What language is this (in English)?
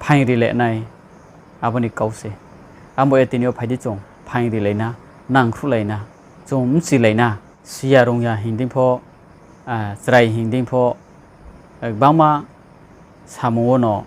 Riang (India)